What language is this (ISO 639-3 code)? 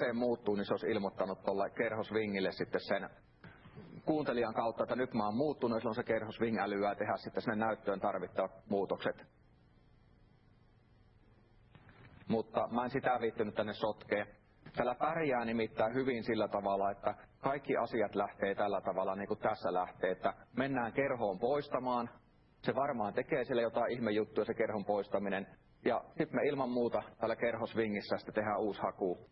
fin